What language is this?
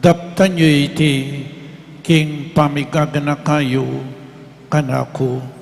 Pampanga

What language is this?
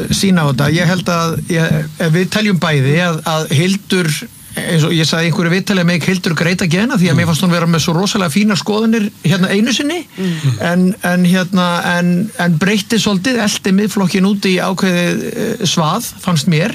Icelandic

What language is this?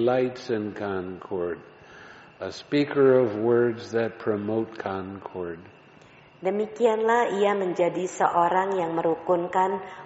Indonesian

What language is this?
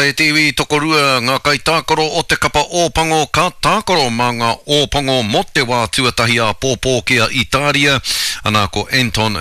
Māori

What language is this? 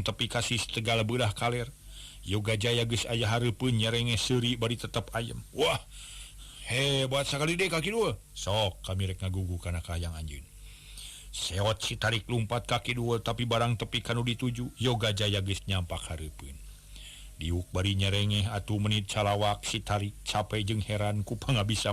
Sundanese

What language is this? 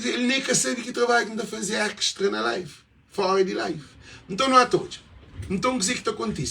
Kabuverdianu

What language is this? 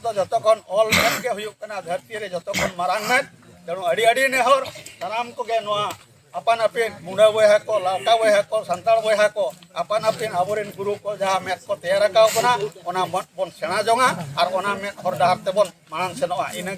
Santali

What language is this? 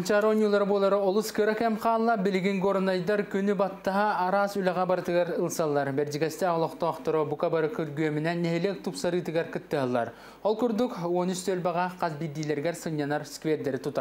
Yakut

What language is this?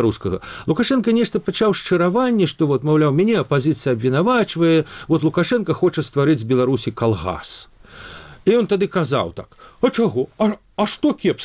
Belarusian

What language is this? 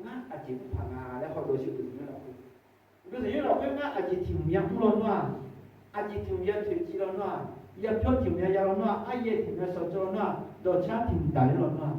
Akha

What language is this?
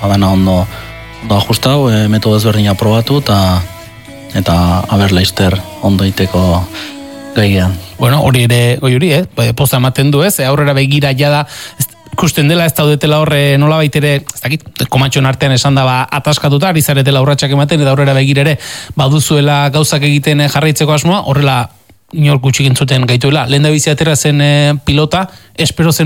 Basque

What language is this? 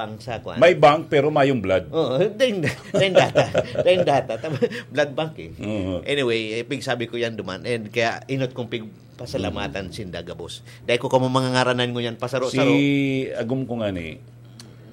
Bikol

